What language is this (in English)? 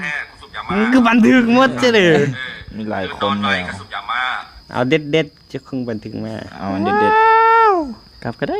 Lao